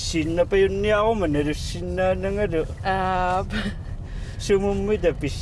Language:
Kalaallisut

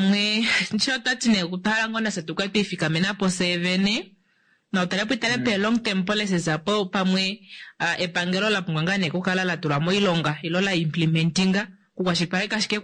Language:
Kuanyama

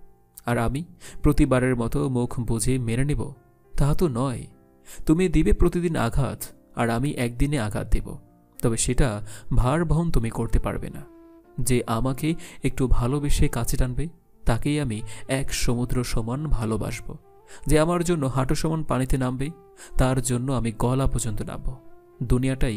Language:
Bangla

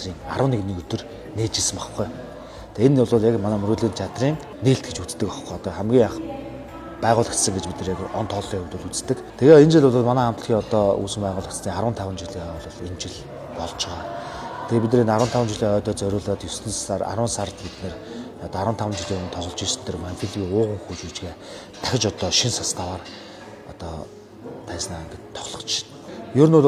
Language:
Mongolian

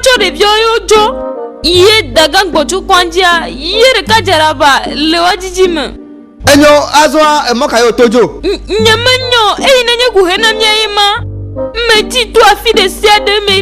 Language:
Ewe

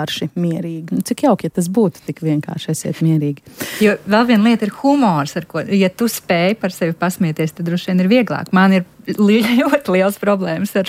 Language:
Latvian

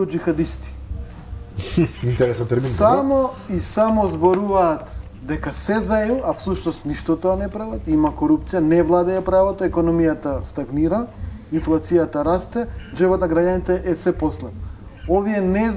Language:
Macedonian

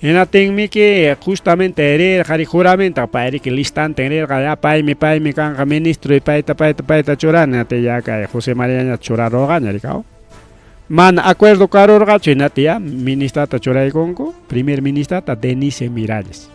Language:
Ayacucho Quechua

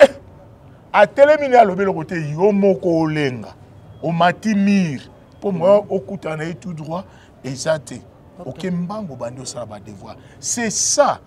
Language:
Lingala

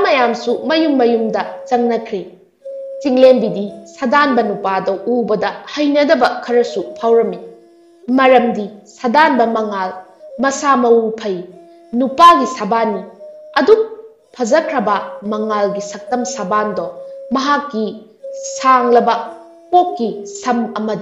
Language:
Manipuri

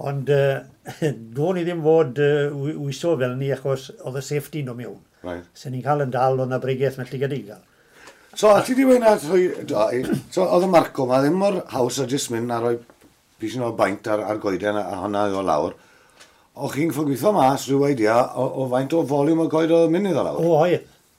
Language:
Welsh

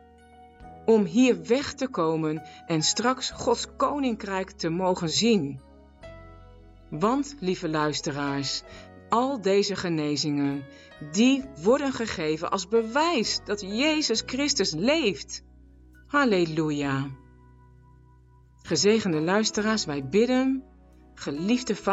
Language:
Dutch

